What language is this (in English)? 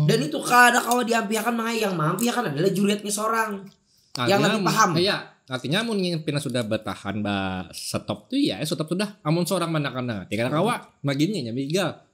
Banjar